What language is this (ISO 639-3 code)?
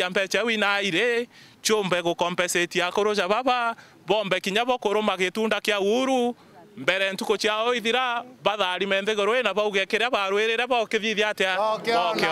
mer